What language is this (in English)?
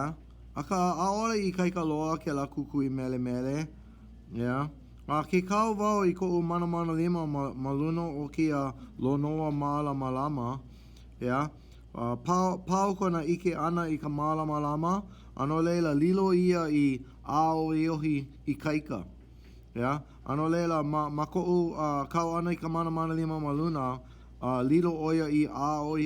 Hawaiian